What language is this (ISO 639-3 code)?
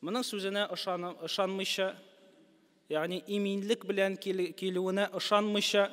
tat